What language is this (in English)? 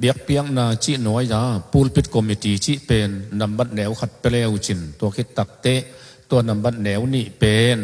Tedim Chin